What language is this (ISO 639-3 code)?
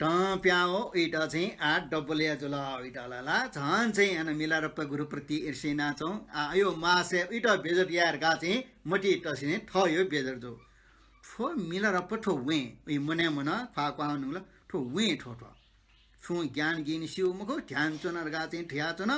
new